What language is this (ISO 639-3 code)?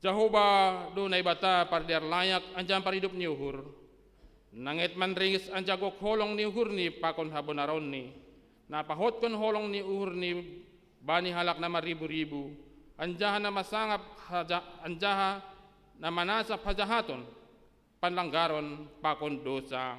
bts